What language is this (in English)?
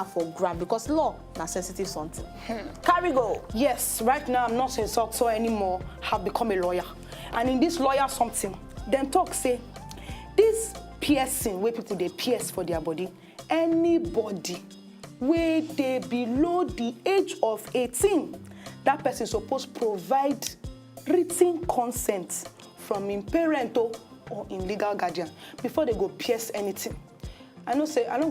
Nigerian Pidgin